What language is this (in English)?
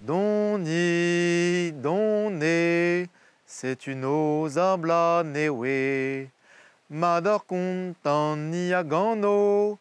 Breton